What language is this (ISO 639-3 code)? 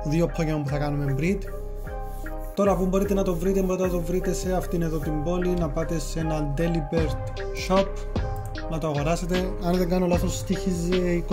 ell